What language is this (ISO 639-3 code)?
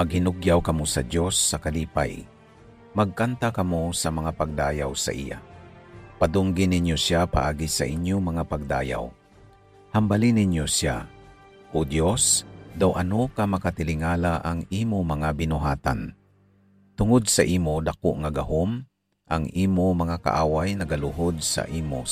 hil